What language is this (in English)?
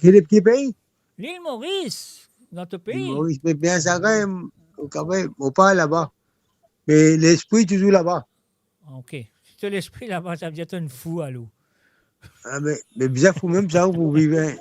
Morisyen